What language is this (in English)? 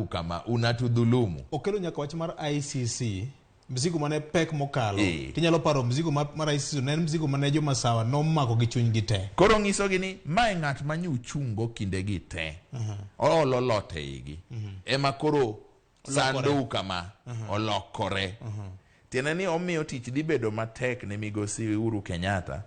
Luo (Kenya and Tanzania)